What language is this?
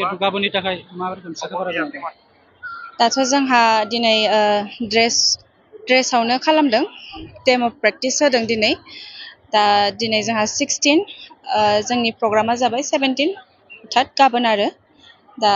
Bodo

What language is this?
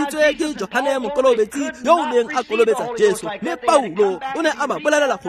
Tswana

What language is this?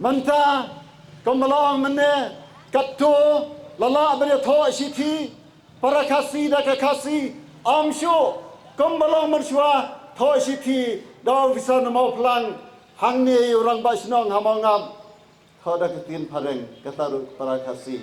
Khasi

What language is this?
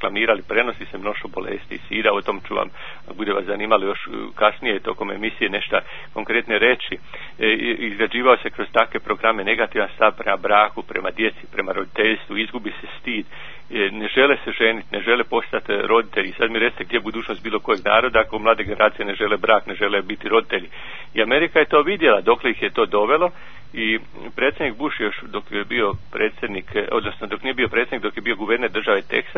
Croatian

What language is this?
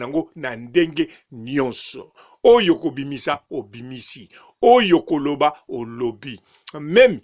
Lingala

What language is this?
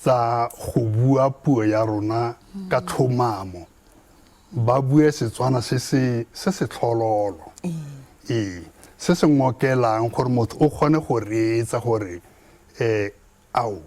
Tswana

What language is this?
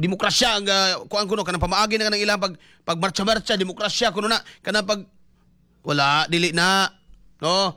Cebuano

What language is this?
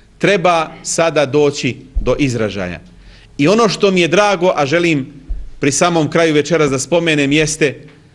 Bosnian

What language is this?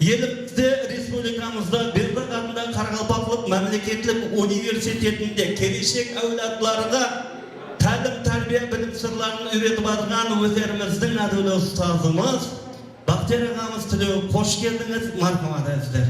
Kara-Kalpak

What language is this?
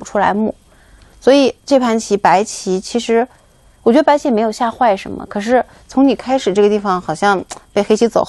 Chinese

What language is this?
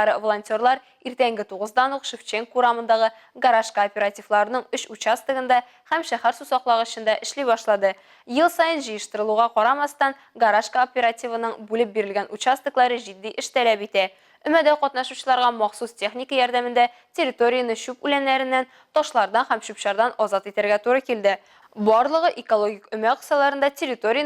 Tatar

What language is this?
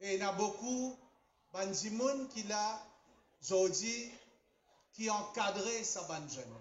Morisyen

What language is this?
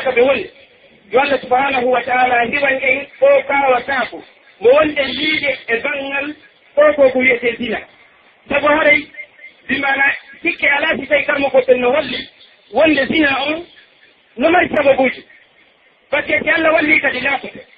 Pular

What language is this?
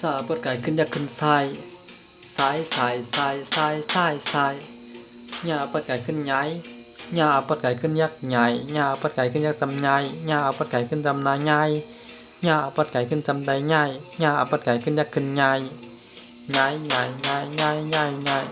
Shan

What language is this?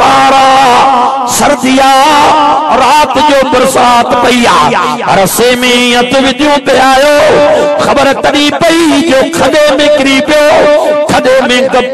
Sindhi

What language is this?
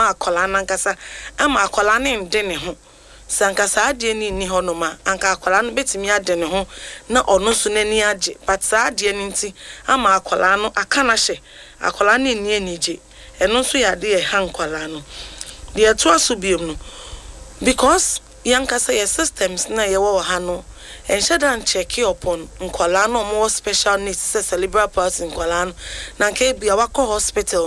Akan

